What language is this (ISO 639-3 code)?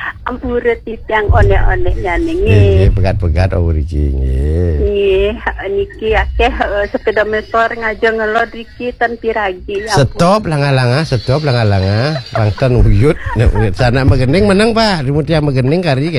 ban